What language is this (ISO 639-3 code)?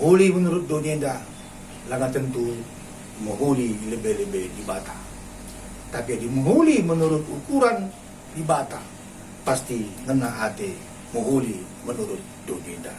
btx